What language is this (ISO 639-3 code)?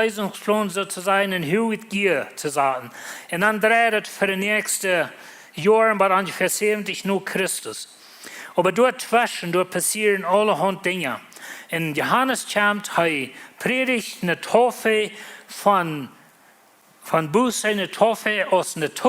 pdt